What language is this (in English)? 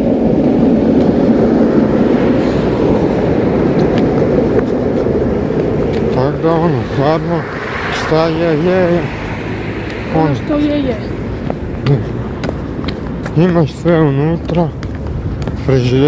Croatian